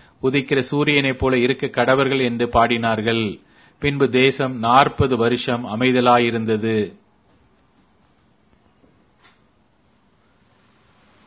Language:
Tamil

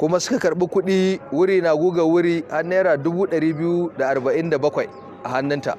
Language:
Hausa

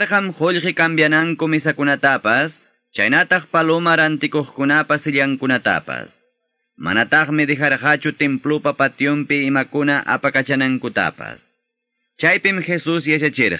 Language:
Ayacucho Quechua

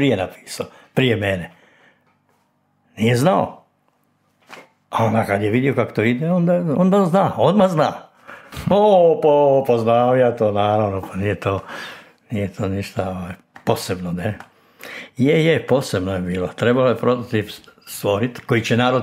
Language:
Croatian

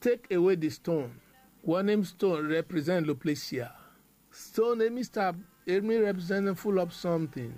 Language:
Bislama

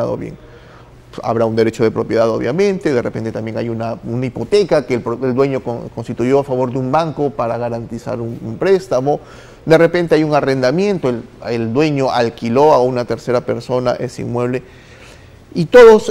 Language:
Spanish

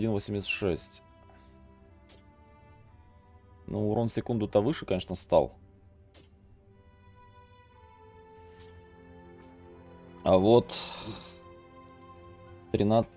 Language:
Russian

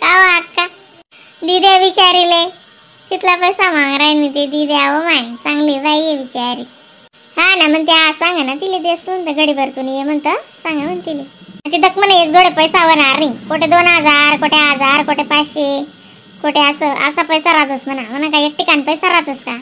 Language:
Khandesi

